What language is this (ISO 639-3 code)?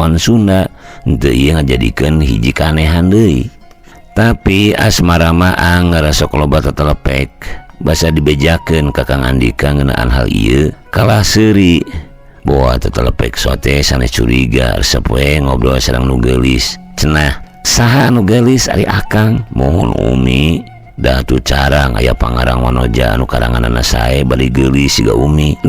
sun